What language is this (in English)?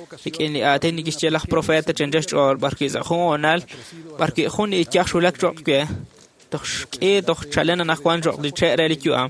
Kekchí